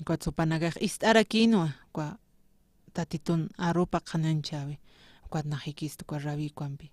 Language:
Aymara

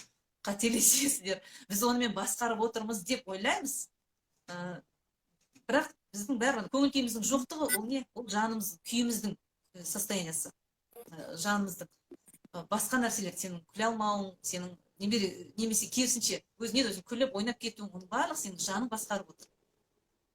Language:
Kazakh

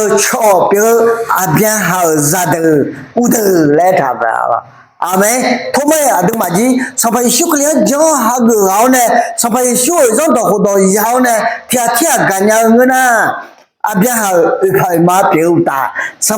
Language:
Akha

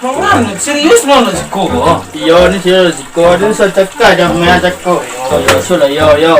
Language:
Minangkabau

